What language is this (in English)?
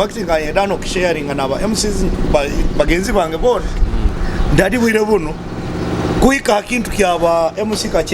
Nyoro